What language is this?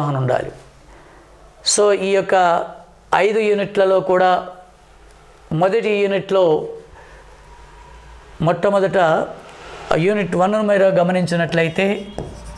Telugu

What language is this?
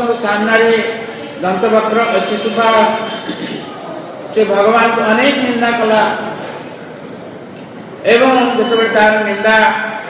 Odia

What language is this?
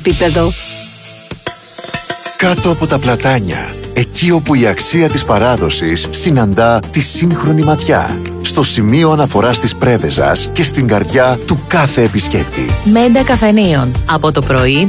Greek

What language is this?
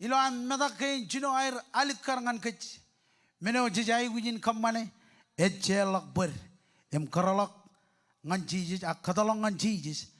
Marshallese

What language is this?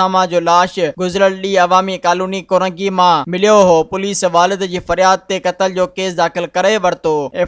Sindhi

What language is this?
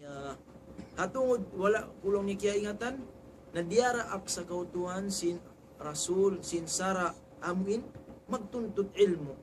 Tausug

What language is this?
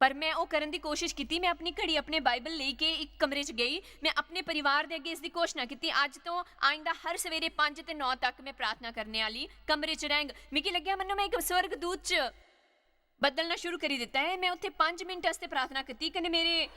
Dogri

